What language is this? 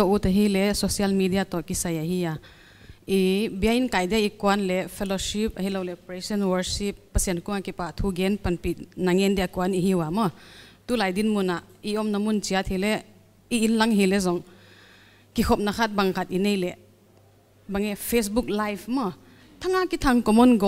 Paite Chin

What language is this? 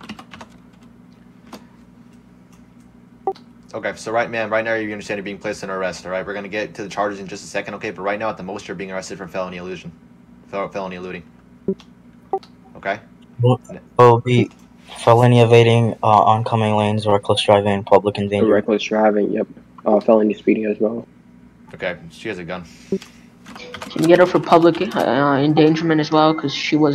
English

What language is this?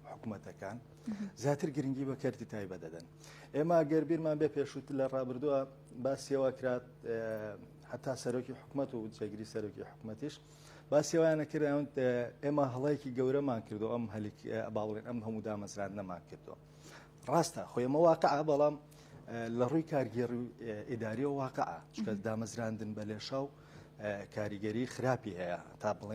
Central Kurdish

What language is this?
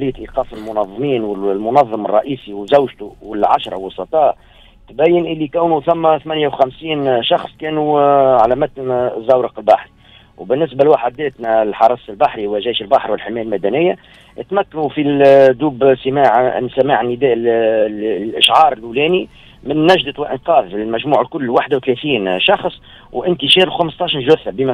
Tunisian Arabic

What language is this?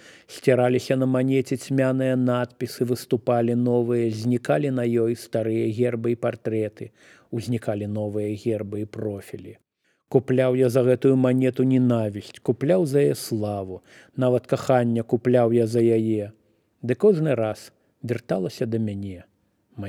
Belarusian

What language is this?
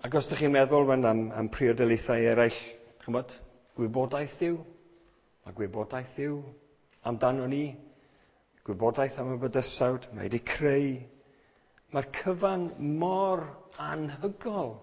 Welsh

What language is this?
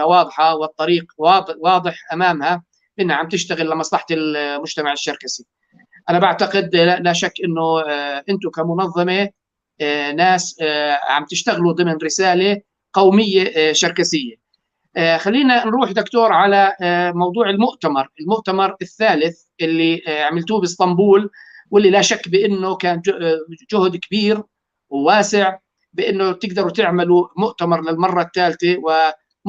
North Levantine Arabic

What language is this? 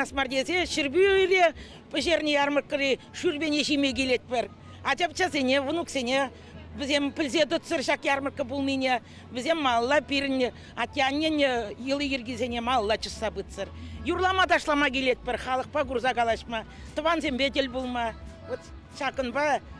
Chuvash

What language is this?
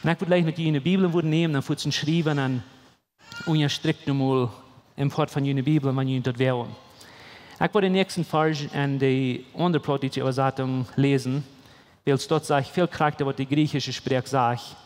Plautdietsch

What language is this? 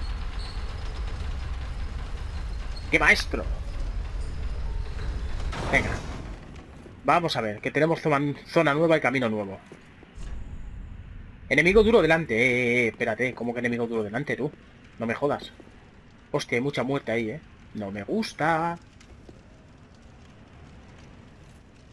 Spanish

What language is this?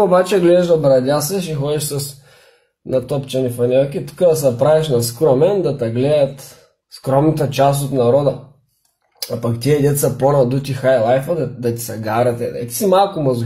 Bulgarian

